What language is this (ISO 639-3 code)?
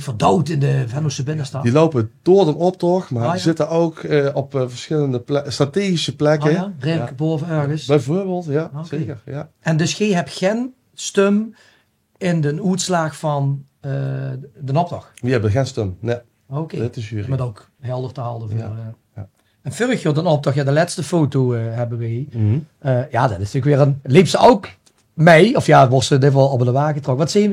lim